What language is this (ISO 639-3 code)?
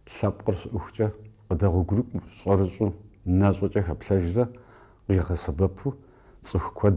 kbd